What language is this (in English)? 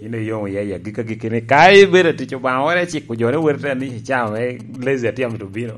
Lango (Uganda)